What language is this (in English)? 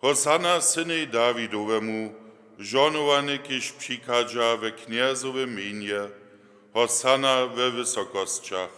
Upper Sorbian